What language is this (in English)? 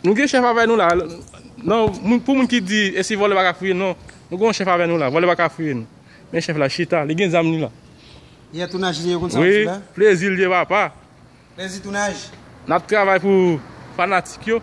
Haitian Creole